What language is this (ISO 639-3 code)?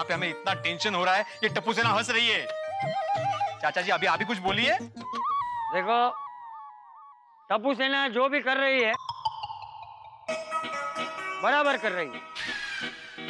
hin